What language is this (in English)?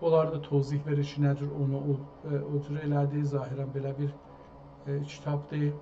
South Azerbaijani